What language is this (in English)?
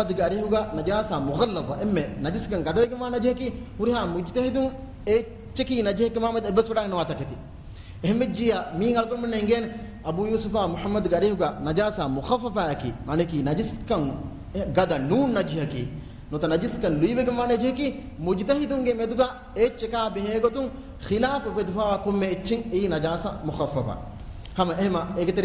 Divehi